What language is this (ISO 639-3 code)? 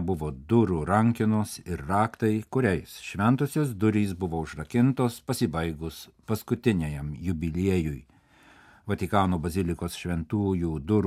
lit